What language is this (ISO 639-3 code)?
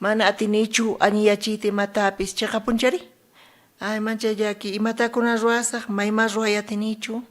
quh